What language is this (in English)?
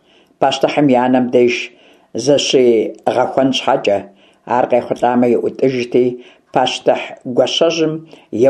Kabardian